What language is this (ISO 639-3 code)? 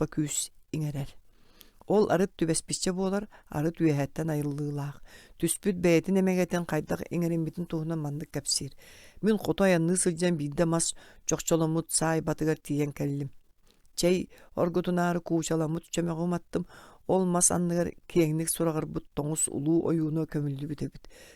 sah